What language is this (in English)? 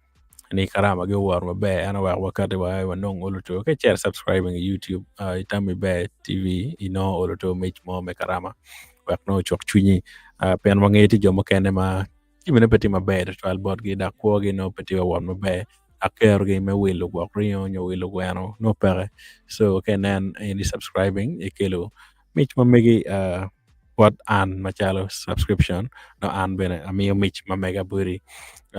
Acoli